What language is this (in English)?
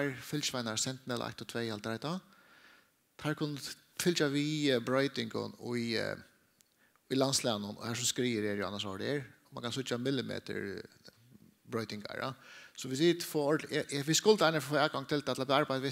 Faroese